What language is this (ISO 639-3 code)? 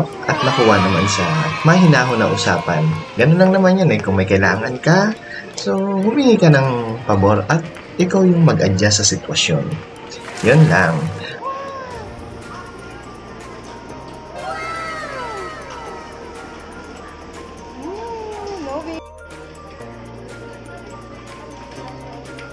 fil